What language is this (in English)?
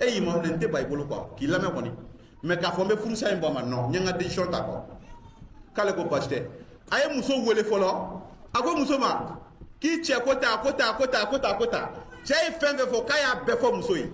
Mandingo